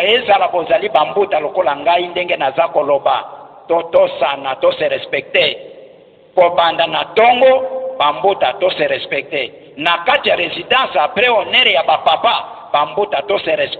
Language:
Lingala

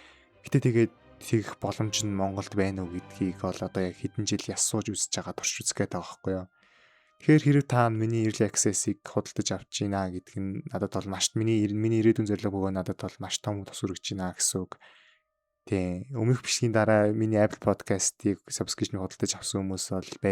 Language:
Mongolian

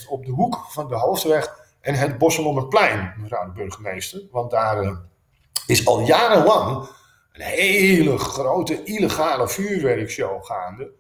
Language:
Dutch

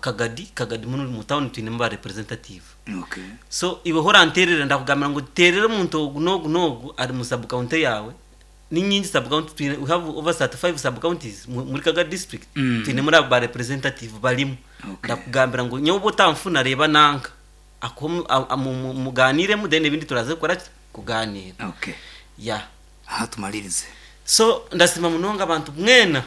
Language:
Nyankole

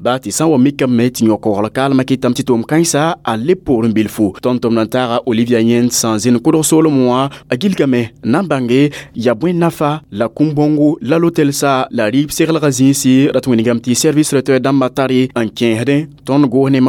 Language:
Mossi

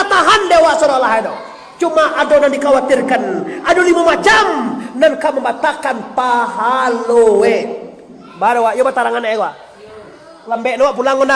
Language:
Minangkabau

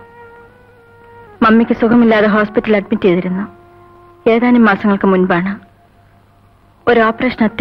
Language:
Malayalam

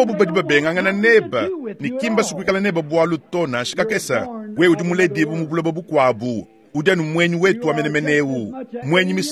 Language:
Luba-Lulua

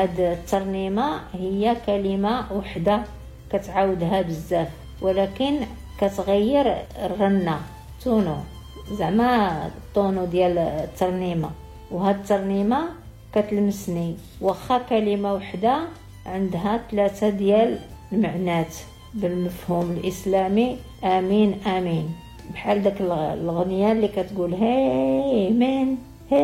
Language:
Moroccan Arabic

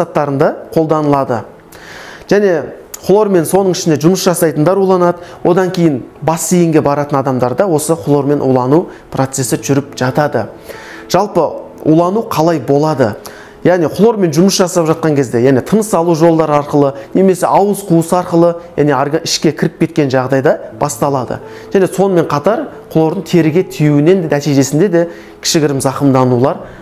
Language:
Kazakh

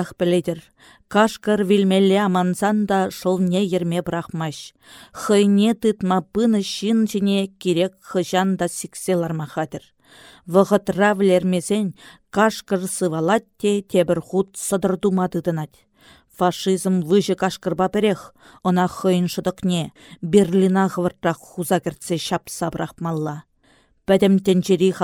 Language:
Chuvash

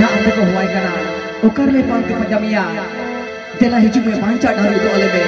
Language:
Santali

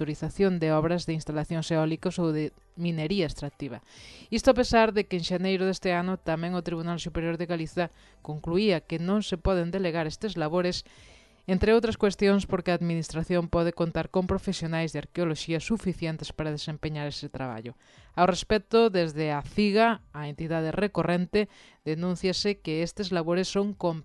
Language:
Galician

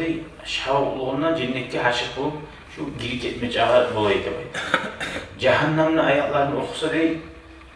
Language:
Kumyk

